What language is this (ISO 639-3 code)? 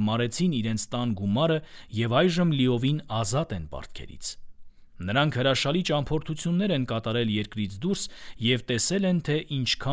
hye